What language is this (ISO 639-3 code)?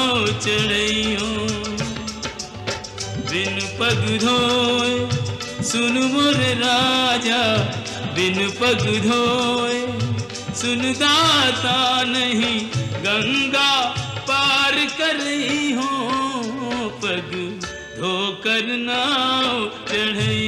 hin